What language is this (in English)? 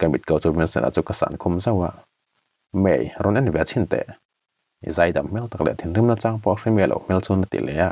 Mizo